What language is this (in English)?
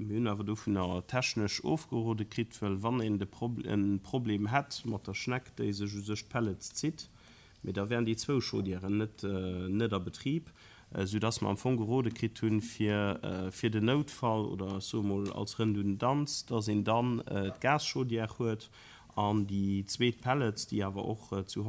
Luxembourgish